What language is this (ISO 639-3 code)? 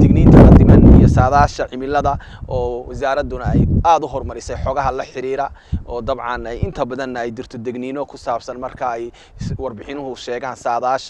som